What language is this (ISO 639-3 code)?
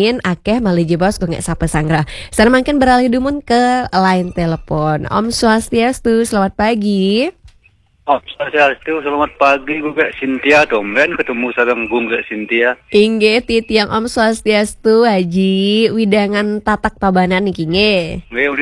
ban